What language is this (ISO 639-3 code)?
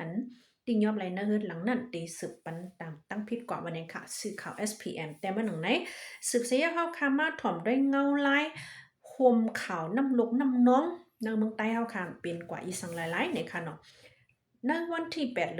shn